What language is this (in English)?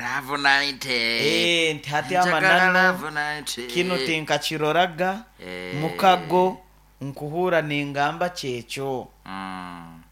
Nyoro